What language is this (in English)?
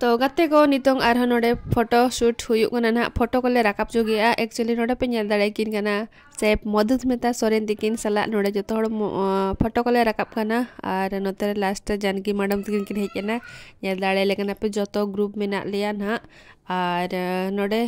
Santali